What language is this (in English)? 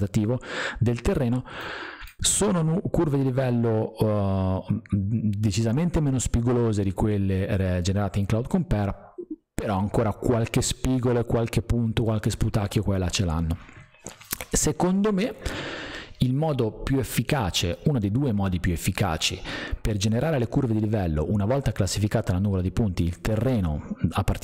Italian